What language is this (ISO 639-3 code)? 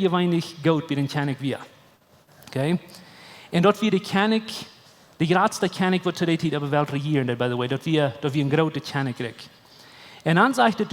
pdt